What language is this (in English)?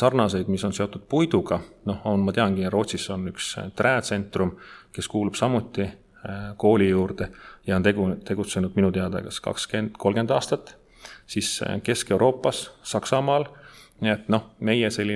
Estonian